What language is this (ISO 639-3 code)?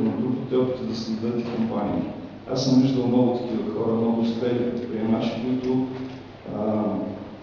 bul